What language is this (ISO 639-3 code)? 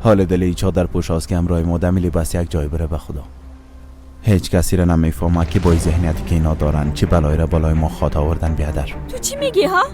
fas